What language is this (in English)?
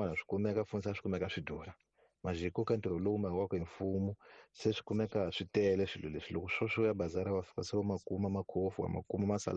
Tsonga